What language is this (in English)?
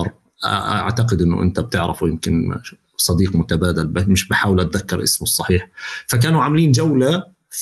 North Levantine Arabic